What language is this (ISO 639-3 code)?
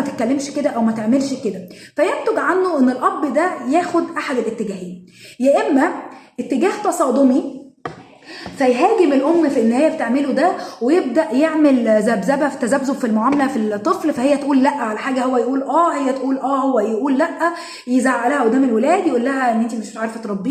arz